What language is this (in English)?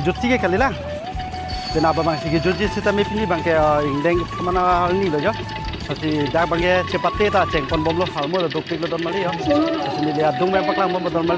Karbi